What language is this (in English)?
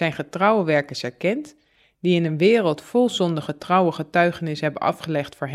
Dutch